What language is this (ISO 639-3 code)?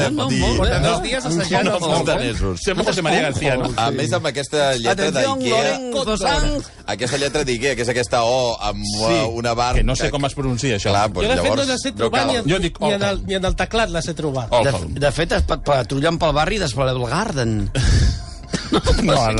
cat